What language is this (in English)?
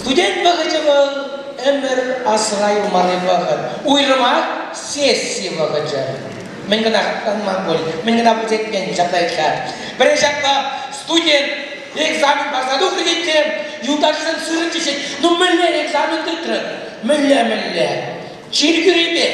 Chuvash